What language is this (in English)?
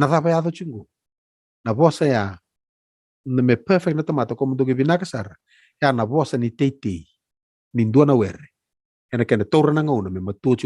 Fijian